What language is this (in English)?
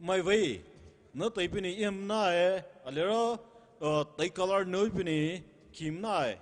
Poumei Naga